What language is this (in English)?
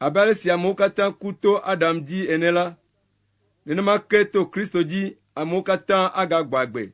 Ewe